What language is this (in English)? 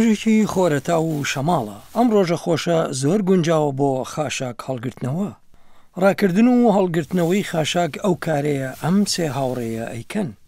Central Kurdish